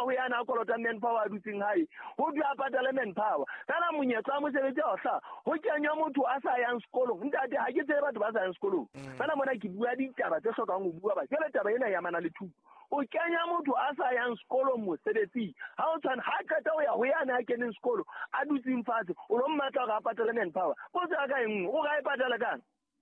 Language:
Southern Sotho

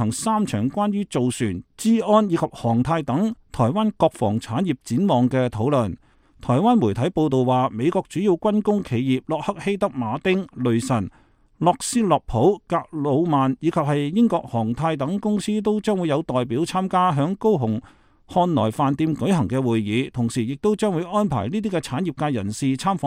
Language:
Cantonese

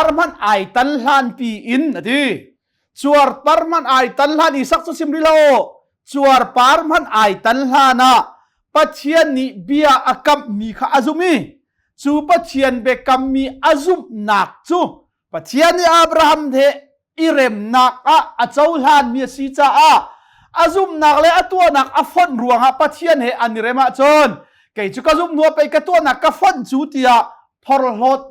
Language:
Hakha Chin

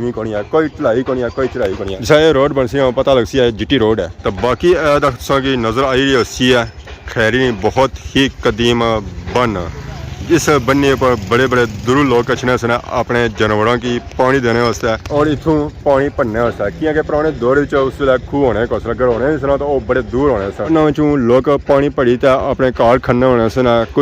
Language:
Pahari-Potwari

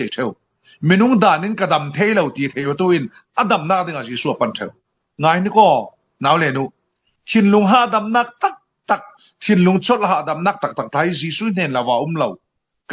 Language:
Falam Chin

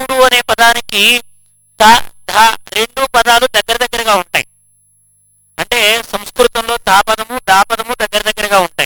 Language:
Telugu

